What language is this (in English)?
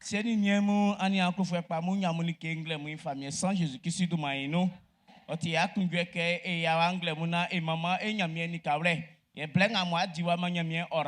Baoulé